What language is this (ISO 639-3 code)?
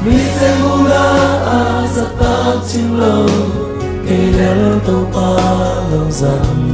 ctd